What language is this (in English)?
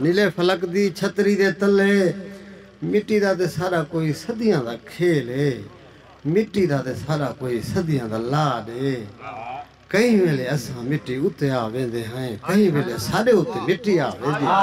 Saraiki